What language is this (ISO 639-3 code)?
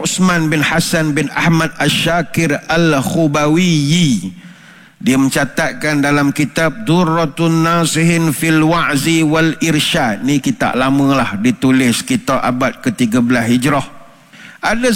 msa